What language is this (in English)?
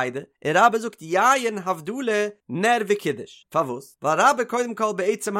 Yiddish